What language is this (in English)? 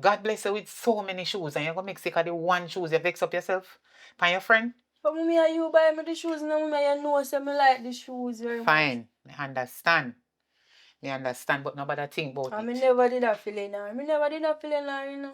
Jamaican Creole English